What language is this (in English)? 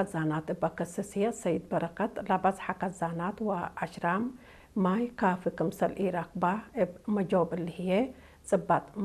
Tigre